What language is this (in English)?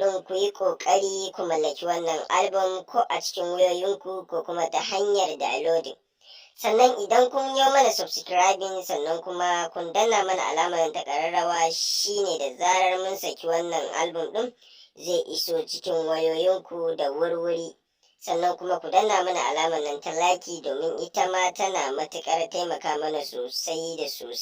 Hausa